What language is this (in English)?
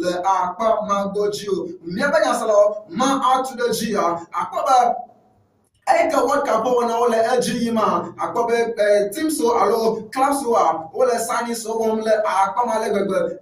Ewe